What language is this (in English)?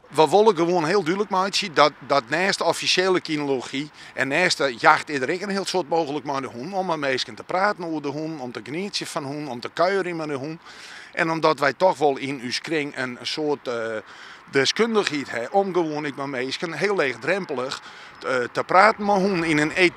Western Frisian